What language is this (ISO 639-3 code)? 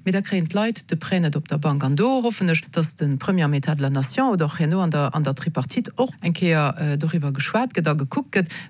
ltz